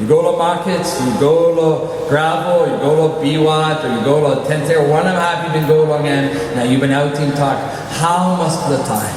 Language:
Tok Pisin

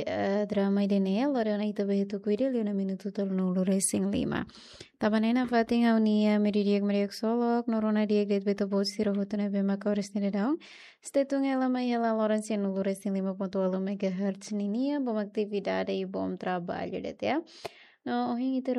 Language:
Tetum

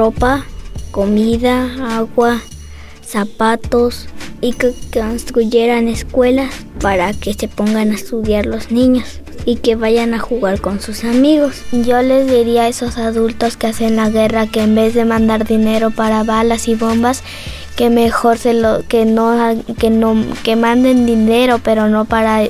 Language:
Spanish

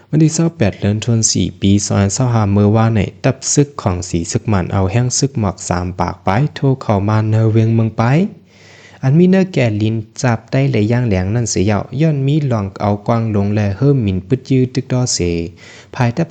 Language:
Shan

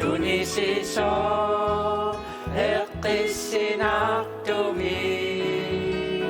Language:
Kalaallisut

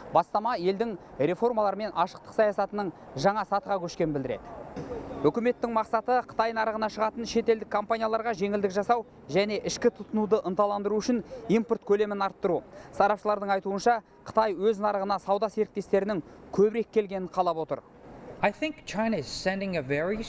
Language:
Kazakh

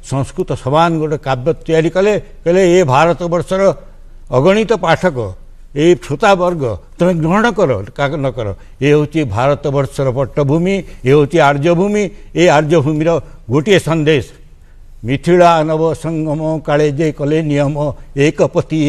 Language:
Odia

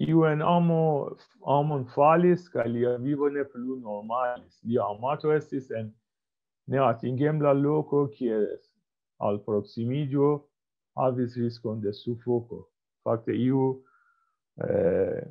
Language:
Esperanto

